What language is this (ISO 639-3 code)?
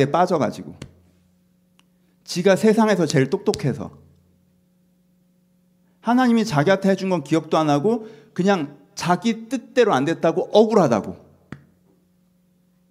kor